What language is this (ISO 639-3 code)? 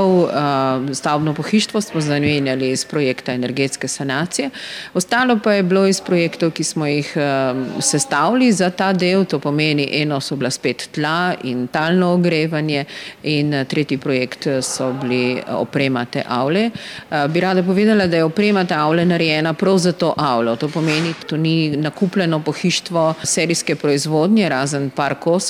slv